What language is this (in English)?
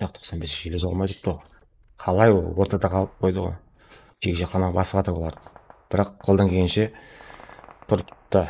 Kara-Kalpak